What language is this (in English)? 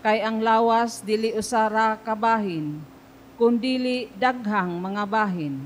Cebuano